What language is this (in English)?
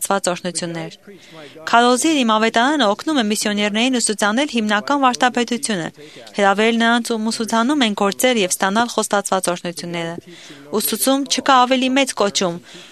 Armenian